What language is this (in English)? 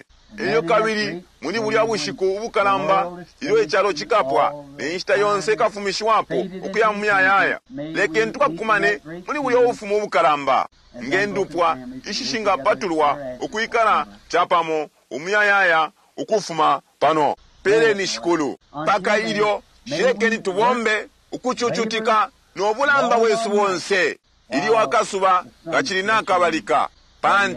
Bemba